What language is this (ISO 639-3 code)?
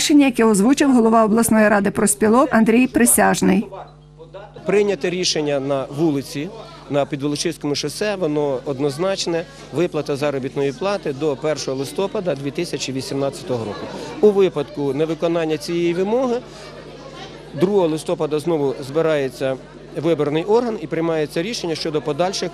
ukr